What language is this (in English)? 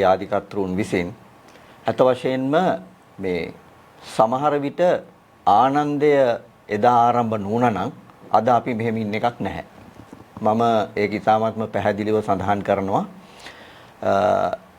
Sinhala